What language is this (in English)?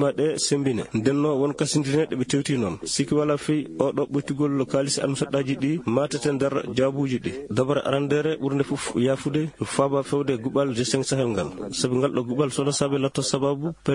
Maasina Fulfulde